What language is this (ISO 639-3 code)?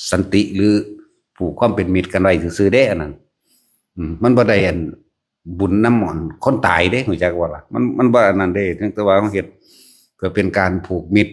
lao